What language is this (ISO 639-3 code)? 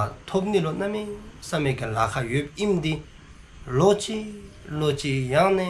dzo